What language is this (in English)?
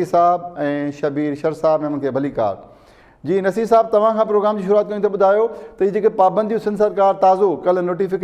Sindhi